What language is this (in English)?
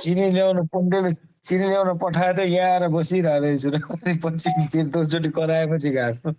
Nepali